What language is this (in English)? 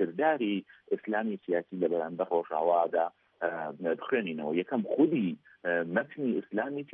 Central Kurdish